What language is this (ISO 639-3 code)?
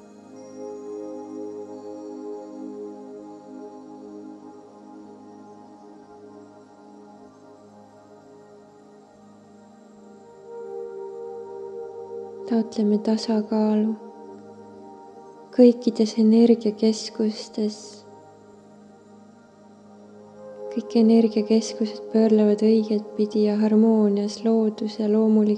est